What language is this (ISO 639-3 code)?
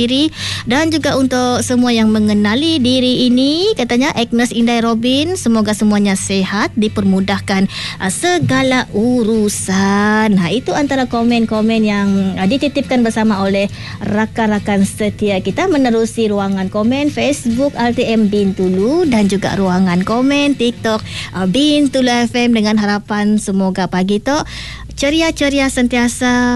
msa